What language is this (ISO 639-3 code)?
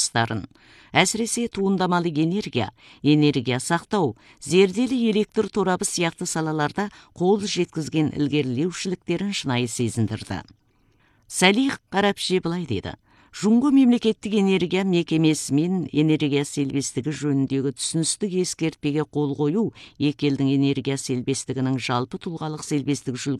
kaz